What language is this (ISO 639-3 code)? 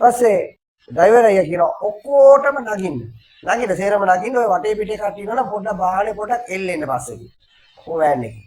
sin